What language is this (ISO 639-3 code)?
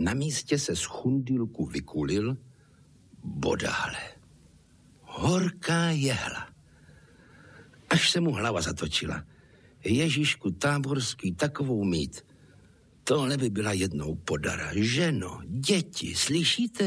ces